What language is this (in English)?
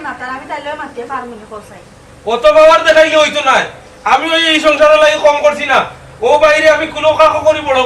Sylheti